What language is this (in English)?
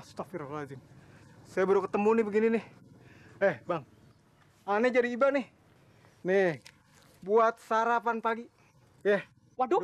Betawi